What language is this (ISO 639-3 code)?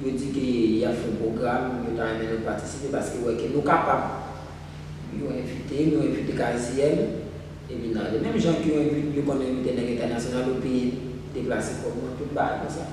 hat